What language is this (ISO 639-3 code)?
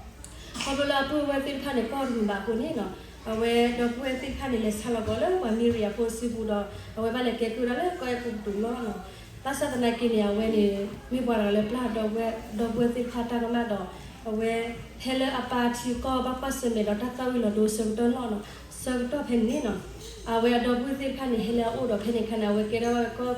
ksw